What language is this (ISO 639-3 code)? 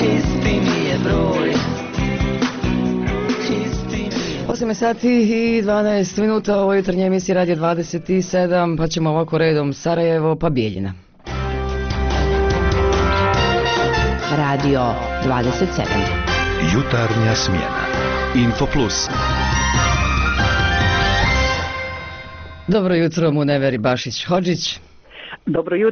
bos